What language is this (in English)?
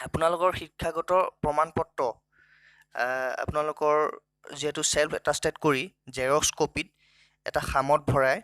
Assamese